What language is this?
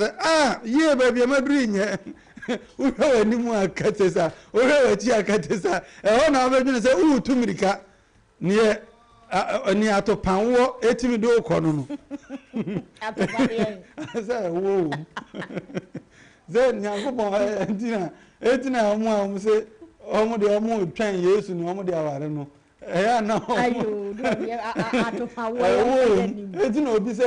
Akan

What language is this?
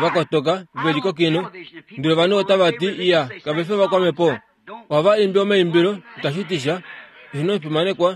Kuanyama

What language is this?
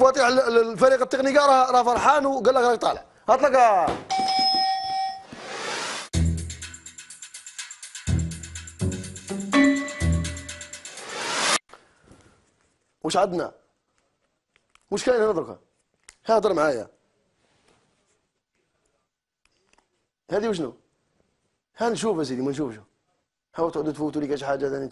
Algerian Arabic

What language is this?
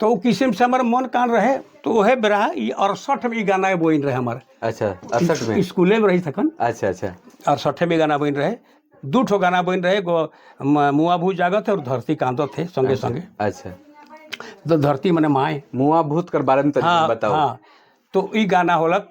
Sadri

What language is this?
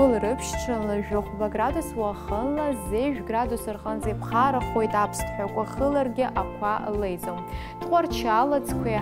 Abkhazian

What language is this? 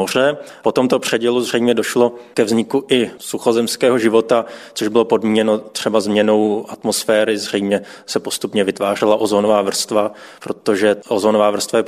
Czech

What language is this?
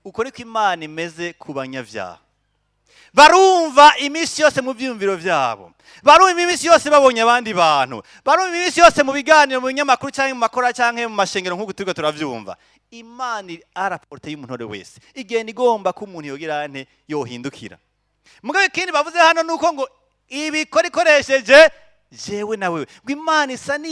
Rundi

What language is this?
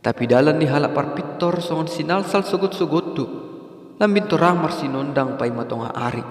Batak Simalungun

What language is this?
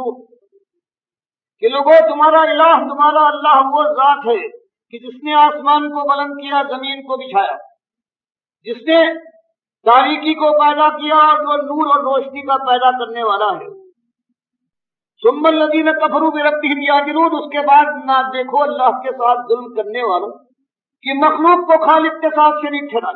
Urdu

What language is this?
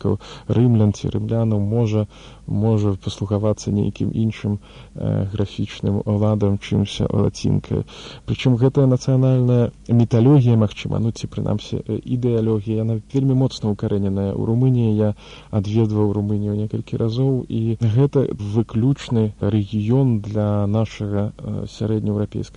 Belarusian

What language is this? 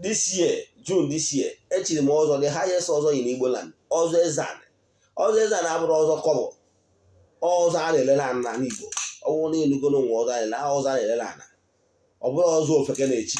Igbo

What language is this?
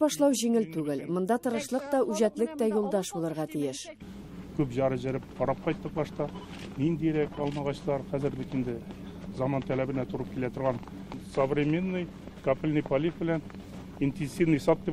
Tatar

